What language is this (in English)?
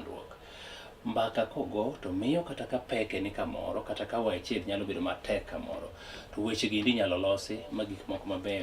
Luo (Kenya and Tanzania)